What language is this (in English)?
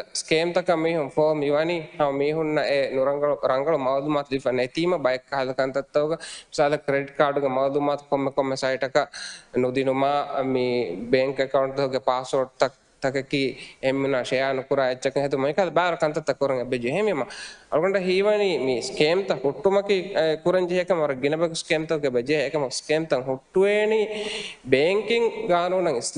Divehi